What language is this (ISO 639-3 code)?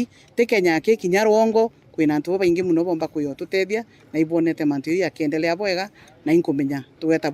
mer